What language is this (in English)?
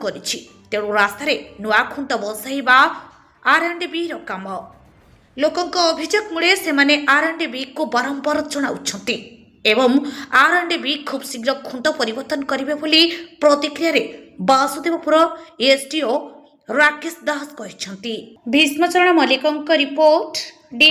Odia